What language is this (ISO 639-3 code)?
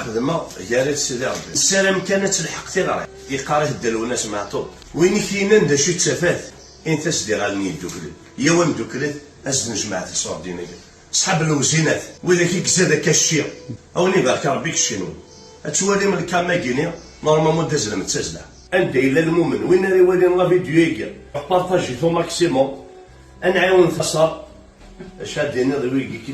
kab